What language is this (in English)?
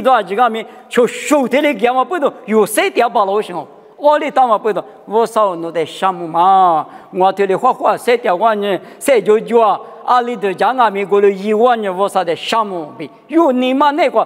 Lisu